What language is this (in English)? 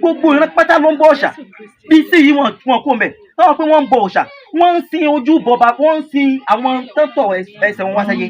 Yoruba